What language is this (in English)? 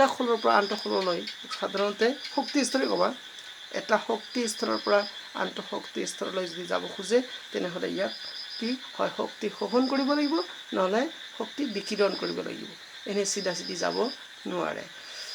Assamese